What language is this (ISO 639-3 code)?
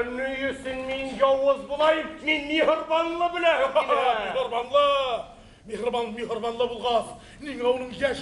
bak